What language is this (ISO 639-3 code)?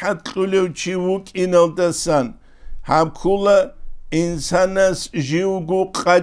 ava